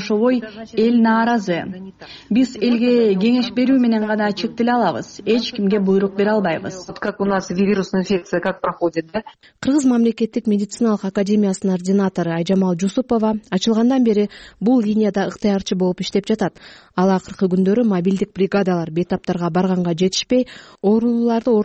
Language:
Kyrgyz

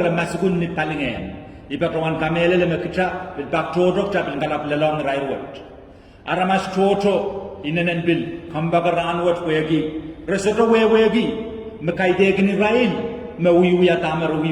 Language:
Pohnpeian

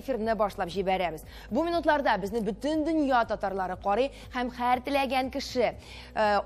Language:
Tatar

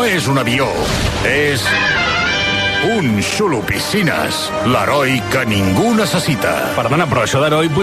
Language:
Catalan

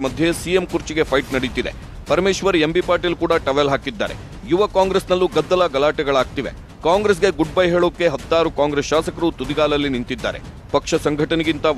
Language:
Kannada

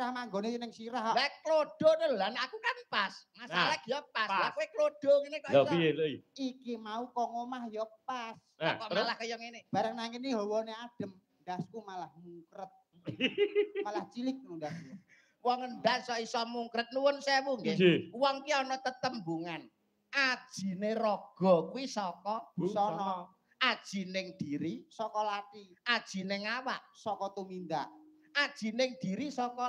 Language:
Javanese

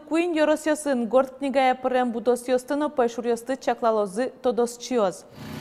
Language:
Udmurt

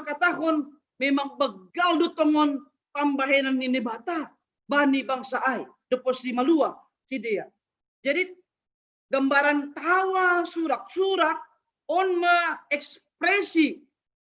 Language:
Batak Simalungun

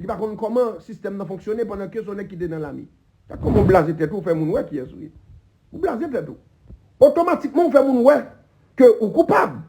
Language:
Haitian Creole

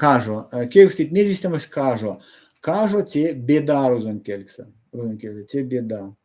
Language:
Erzya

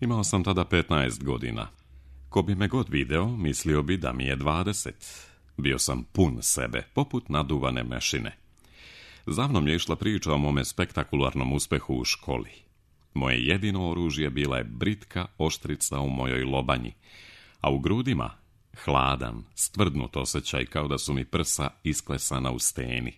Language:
Serbian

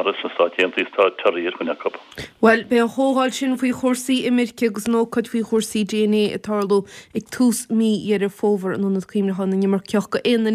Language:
Irish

